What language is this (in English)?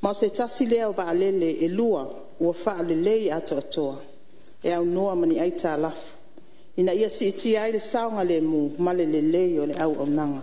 Samoan